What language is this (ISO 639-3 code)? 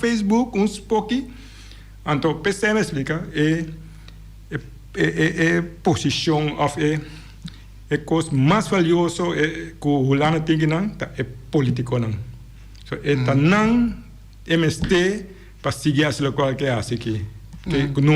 pap